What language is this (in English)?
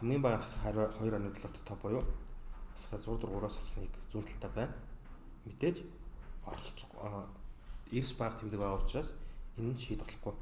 Mongolian